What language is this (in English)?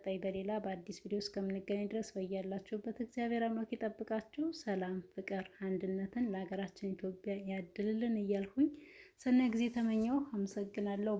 Amharic